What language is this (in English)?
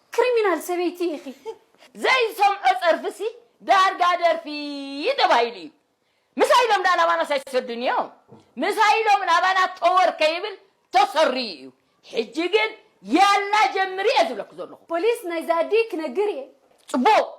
Tigrinya